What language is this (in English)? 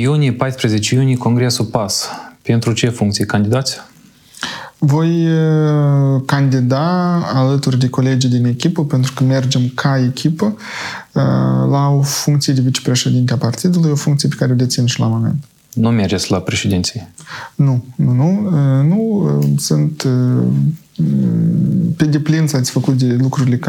Romanian